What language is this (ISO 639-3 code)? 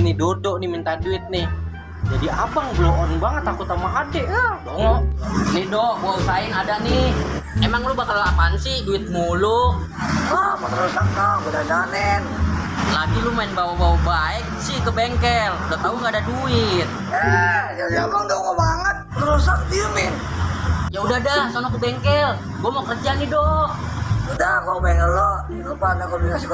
bew